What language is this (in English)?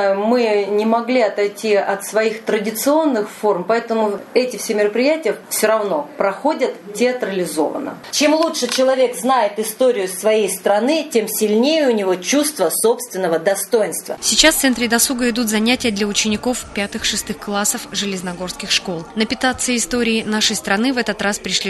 Russian